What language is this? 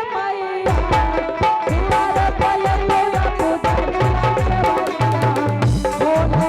Angika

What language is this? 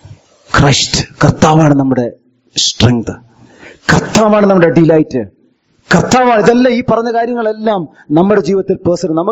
Malayalam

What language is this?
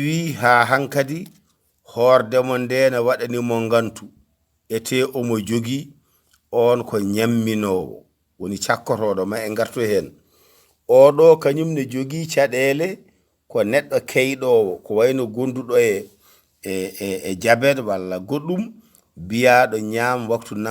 Fula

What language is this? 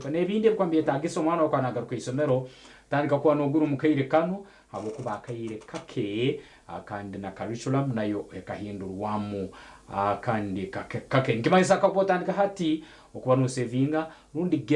Nyankole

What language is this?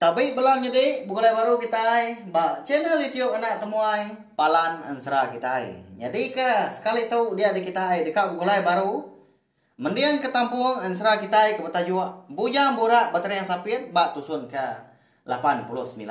Iban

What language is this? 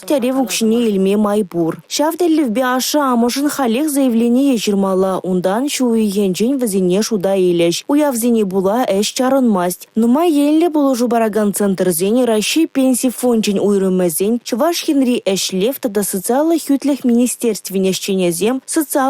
Chuvash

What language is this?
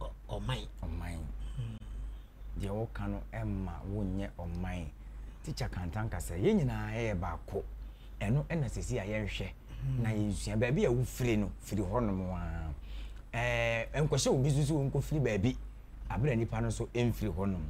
Akan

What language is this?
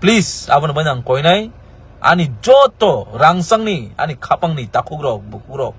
Kok Borok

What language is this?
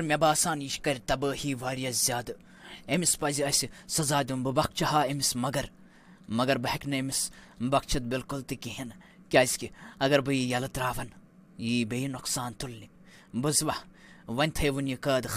Kashmiri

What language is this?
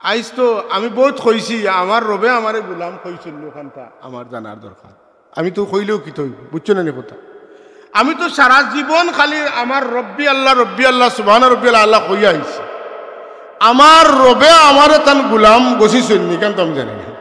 Sylheti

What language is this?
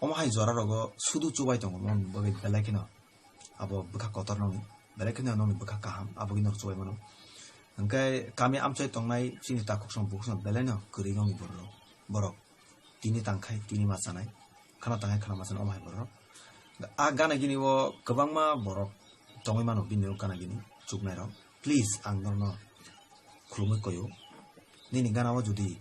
Kok Borok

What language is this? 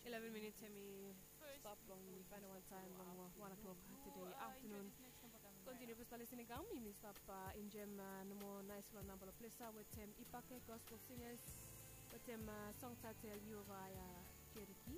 Bislama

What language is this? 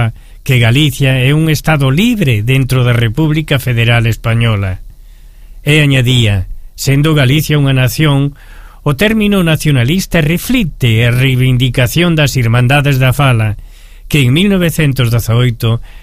Galician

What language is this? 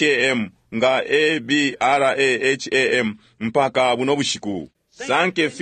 Bemba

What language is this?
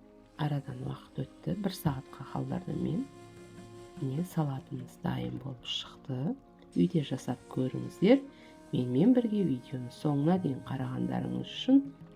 Kazakh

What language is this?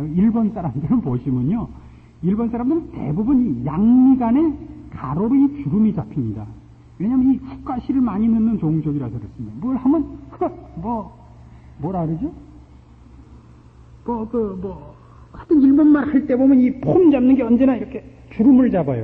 Korean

